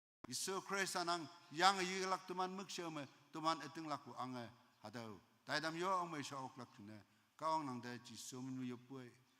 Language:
Konyak Naga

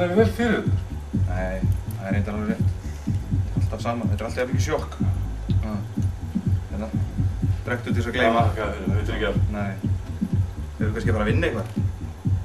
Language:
Icelandic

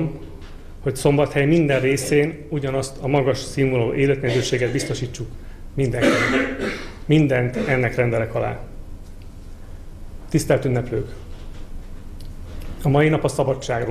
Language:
Hungarian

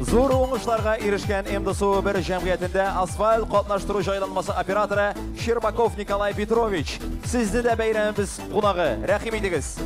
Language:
Tatar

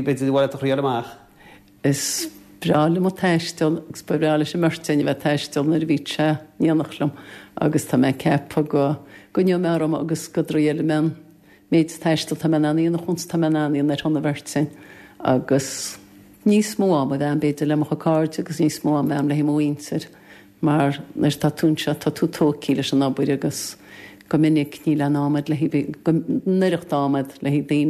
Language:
Irish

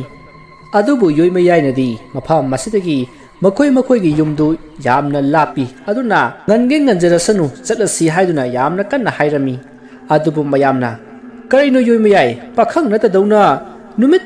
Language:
Manipuri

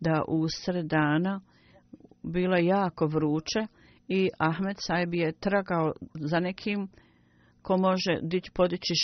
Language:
Bosnian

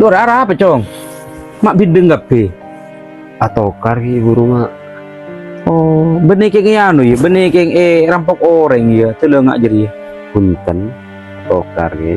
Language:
Madurese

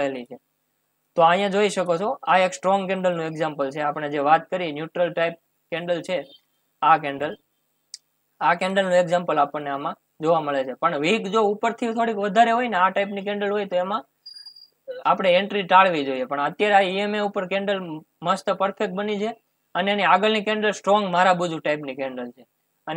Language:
Gujarati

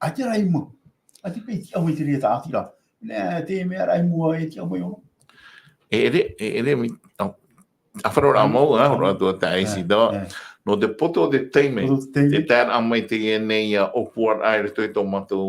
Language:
Tahitian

